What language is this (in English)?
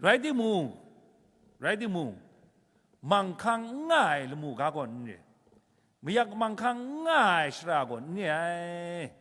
Kachin